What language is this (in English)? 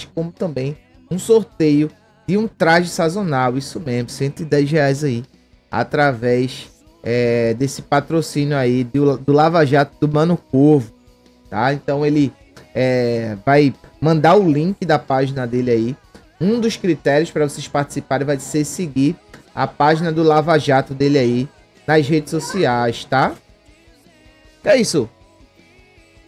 Portuguese